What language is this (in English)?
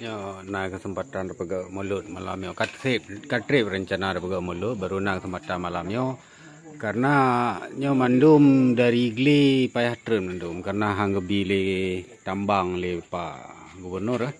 Achinese